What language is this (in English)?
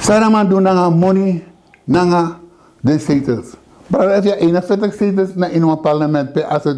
Sranan Tongo